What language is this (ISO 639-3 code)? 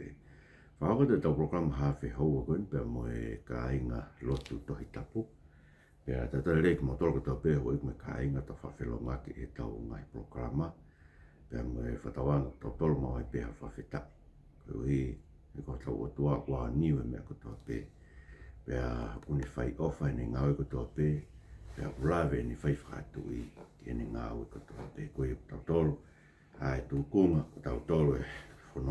ton